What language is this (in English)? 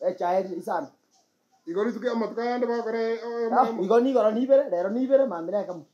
Gusii